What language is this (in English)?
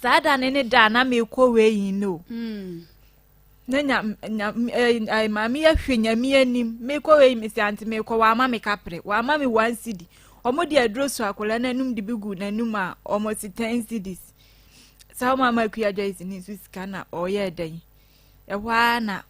Akan